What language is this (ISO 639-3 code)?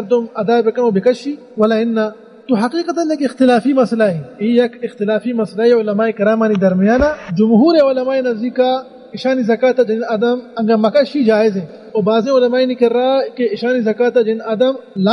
bal